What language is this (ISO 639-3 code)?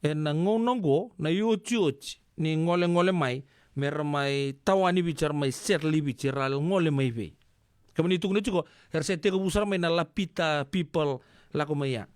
fij